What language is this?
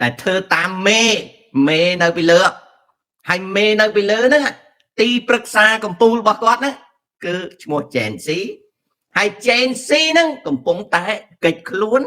Khmer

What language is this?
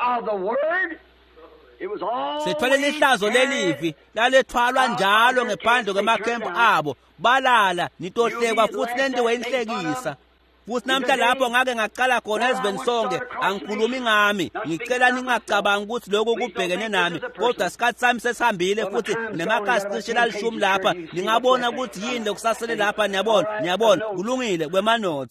Swati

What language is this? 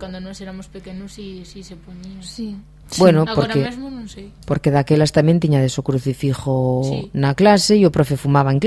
Galician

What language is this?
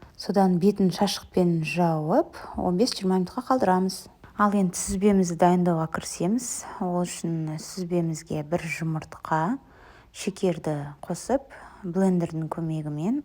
Kazakh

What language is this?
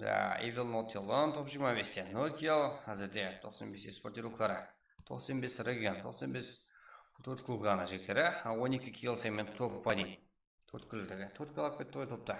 Kara-Kalpak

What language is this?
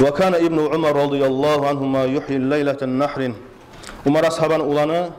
Kumyk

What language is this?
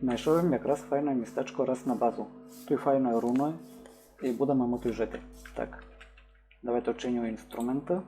Rusyn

